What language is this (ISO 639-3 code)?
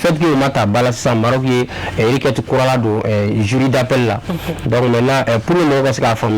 bam